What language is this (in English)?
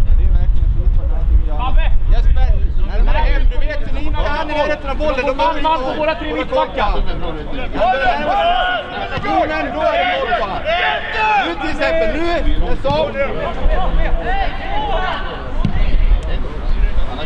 Swedish